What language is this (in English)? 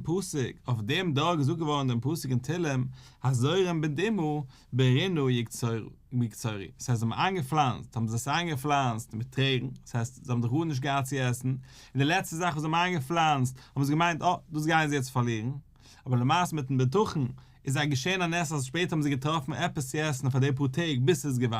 Yiddish